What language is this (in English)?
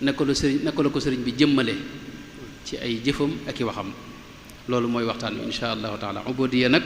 Wolof